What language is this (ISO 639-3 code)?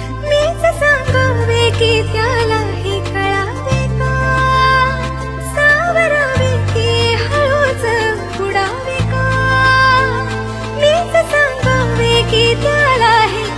mar